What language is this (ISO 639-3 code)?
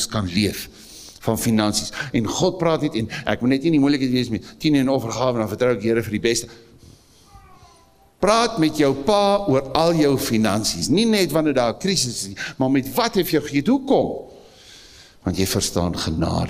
afr